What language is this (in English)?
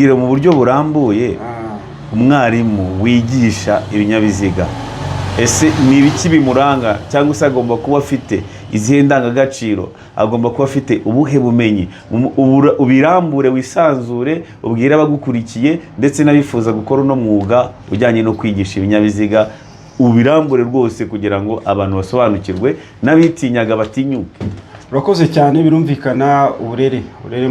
Kinyarwanda